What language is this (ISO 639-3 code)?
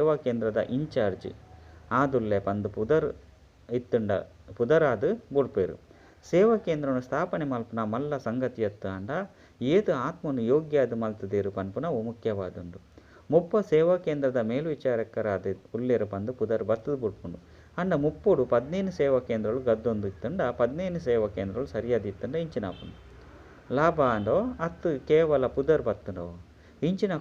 tcy